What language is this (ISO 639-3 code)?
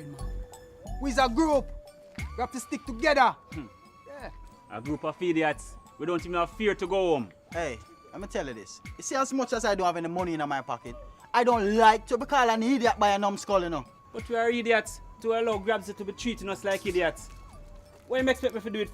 jam